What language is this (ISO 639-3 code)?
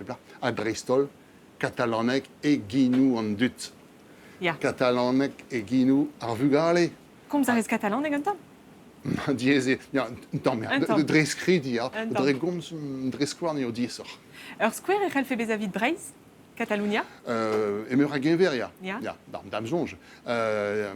bre